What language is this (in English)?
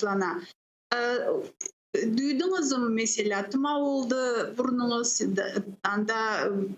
Crimean Tatar